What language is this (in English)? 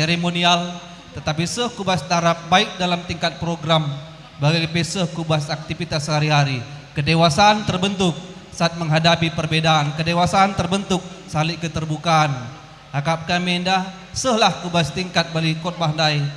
Batak Karo